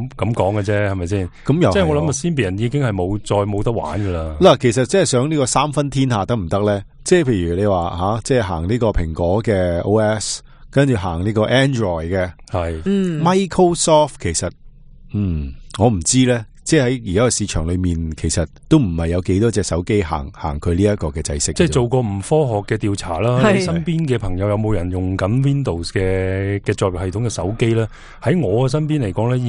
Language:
Cantonese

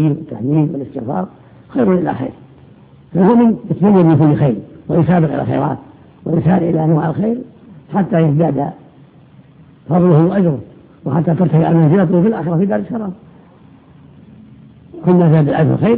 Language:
Arabic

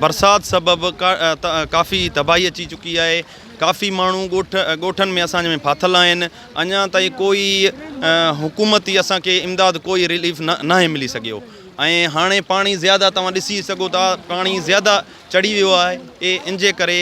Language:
Sindhi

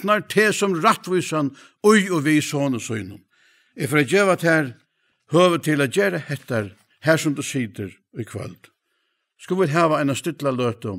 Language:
Faroese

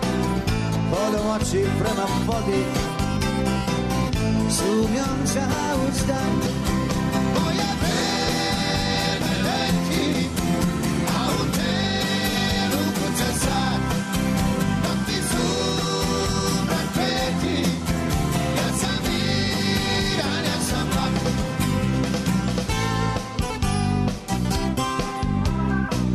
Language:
Serbian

